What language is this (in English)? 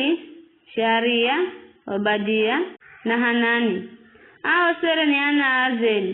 Giryama